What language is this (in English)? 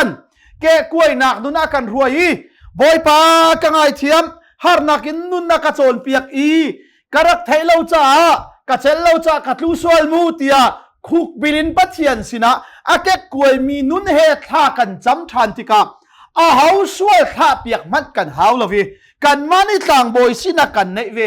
Hakha Chin